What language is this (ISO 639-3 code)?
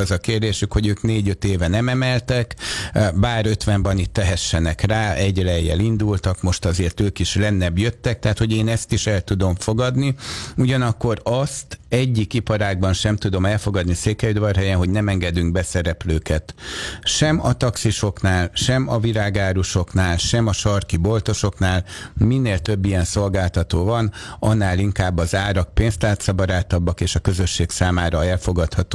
hun